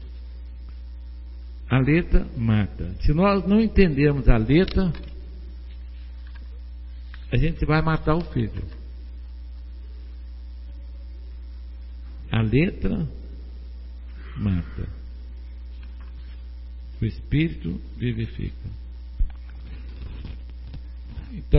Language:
Portuguese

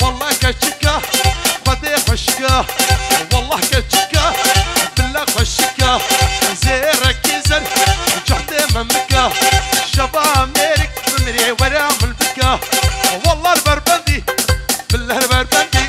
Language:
Kurdish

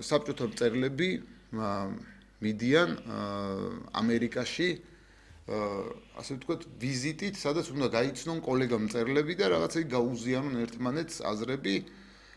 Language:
Georgian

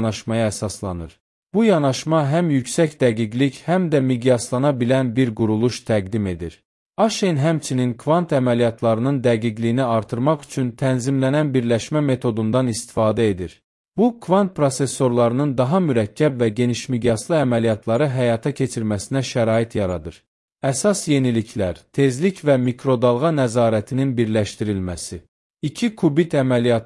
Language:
Azerbaijani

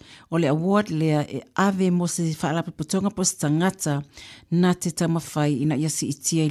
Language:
Samoan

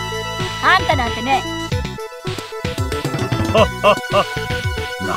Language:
Japanese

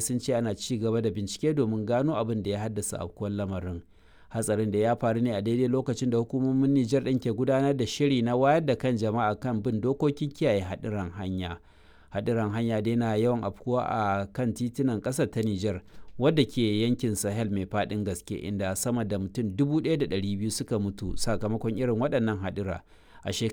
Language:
Hausa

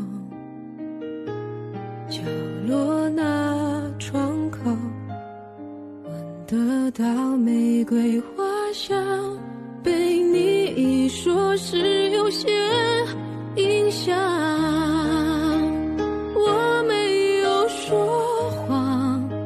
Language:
Chinese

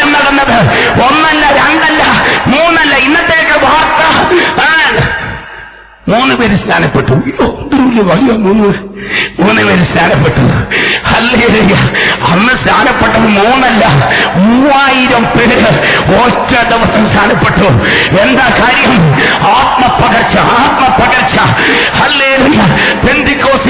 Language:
Malayalam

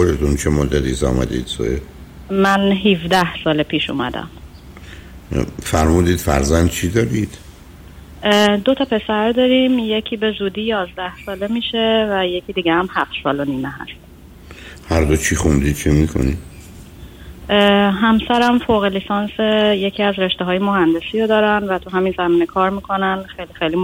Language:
Persian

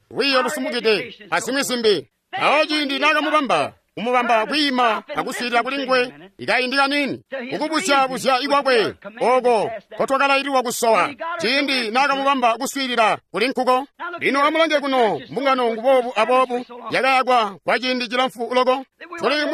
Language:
Tonga (Zambia)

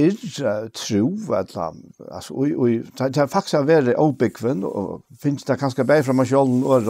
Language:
Faroese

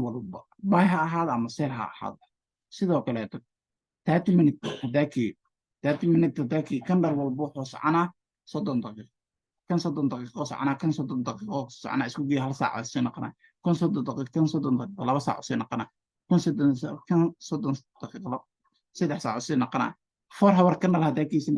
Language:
Somali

